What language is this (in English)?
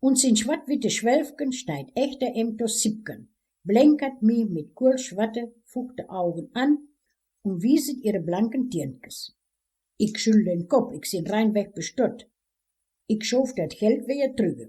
Westphalien